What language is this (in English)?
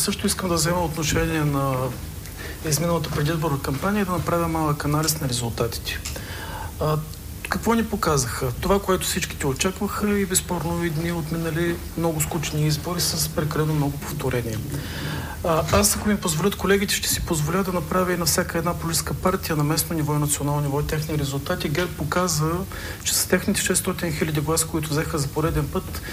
Bulgarian